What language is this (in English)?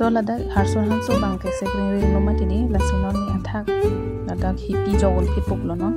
Karbi